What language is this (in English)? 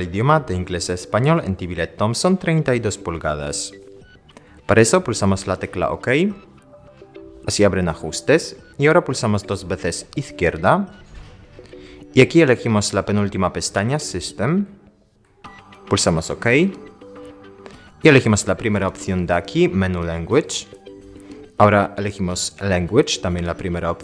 Spanish